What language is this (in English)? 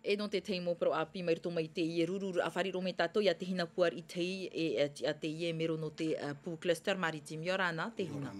Tahitian